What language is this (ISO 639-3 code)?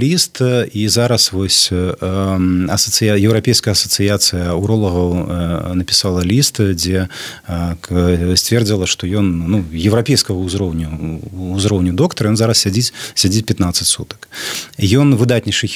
bel